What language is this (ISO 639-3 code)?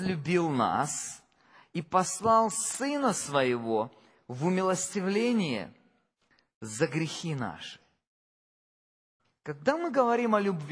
rus